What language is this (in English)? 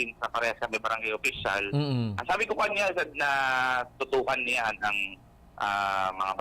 Bikol